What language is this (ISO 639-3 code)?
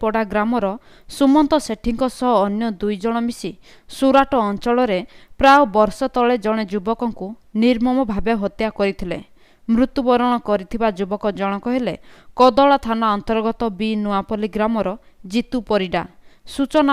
ori